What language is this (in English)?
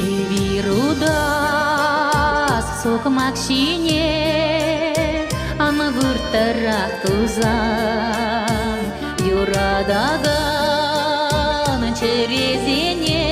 Chuvash